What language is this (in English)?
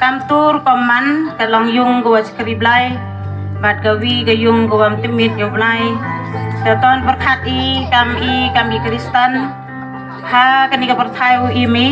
Khasi